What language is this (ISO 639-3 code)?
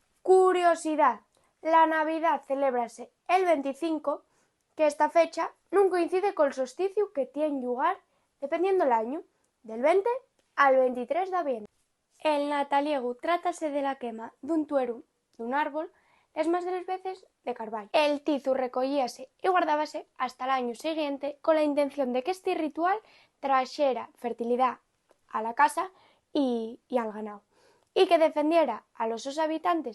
ast